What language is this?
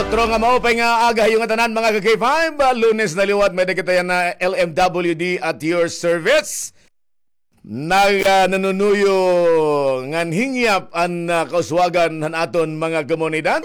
Waray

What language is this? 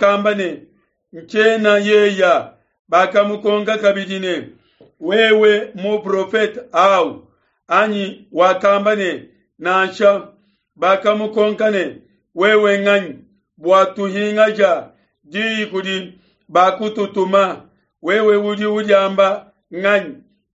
Luba-Lulua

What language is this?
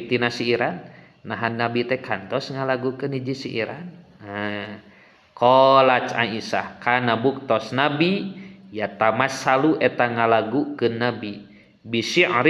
Sundanese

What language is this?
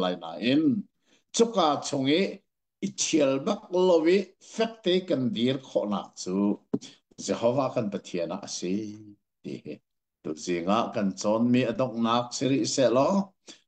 Hakha Chin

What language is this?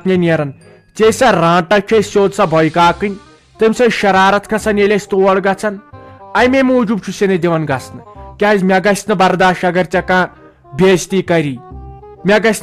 Kashmiri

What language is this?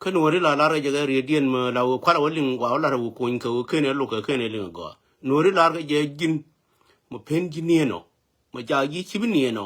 Nuer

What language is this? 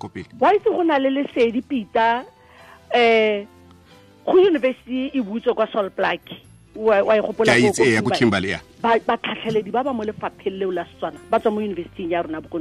Tswana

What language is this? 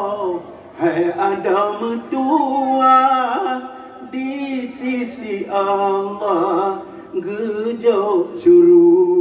Achinese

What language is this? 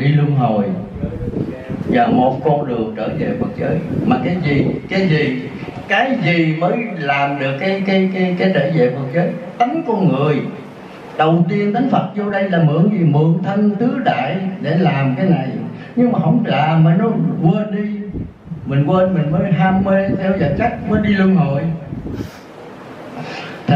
Vietnamese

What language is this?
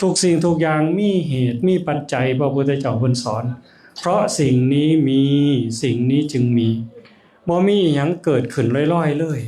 Northeastern Thai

